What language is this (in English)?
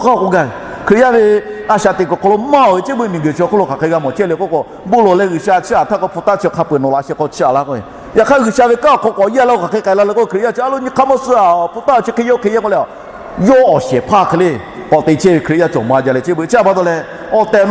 Lahu